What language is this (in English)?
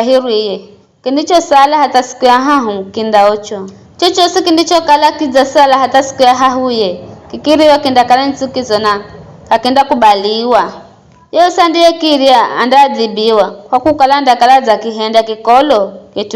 Giryama